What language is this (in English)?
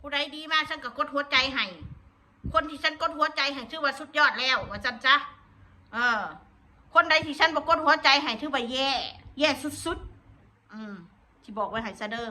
Northeastern Thai